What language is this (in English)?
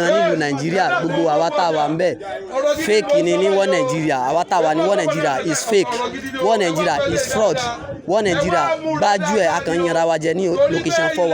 Yoruba